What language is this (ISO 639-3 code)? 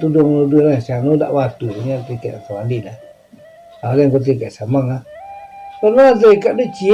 min